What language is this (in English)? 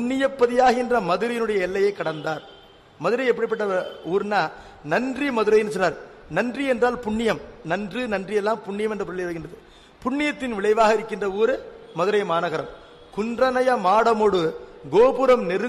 Tamil